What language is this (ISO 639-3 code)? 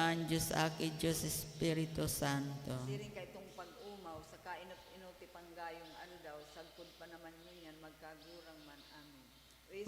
bik